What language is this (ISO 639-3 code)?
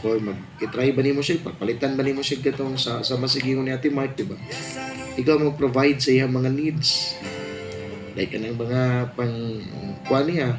ceb